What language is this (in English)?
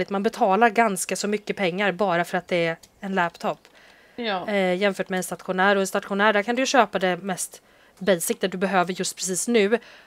Swedish